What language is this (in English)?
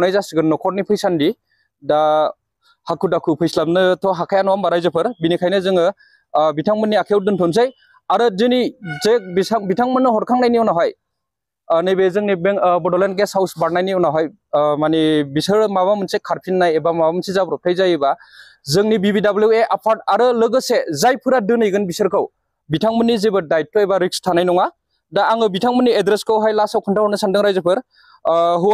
Bodo